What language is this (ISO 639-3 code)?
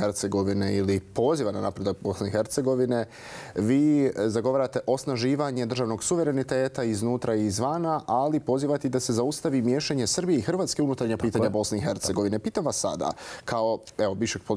bos